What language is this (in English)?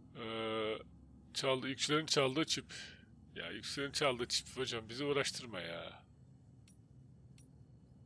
Turkish